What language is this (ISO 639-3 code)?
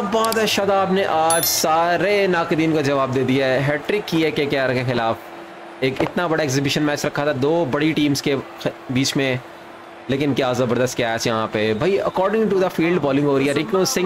hin